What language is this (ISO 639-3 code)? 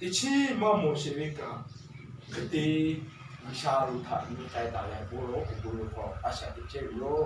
lhu